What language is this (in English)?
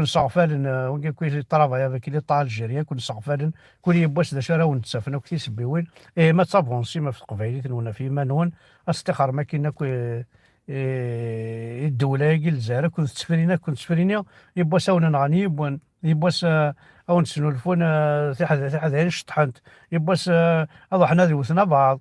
Kabyle